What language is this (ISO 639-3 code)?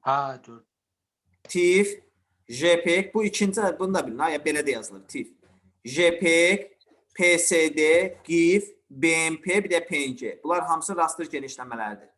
aze